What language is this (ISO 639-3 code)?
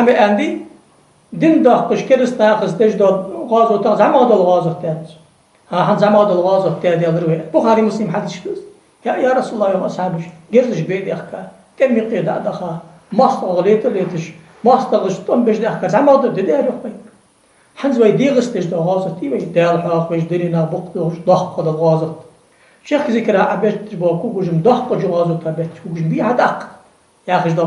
inh